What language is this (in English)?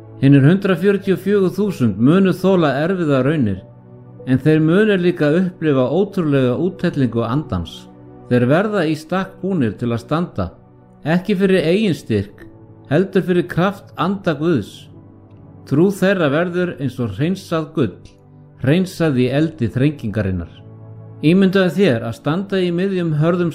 Icelandic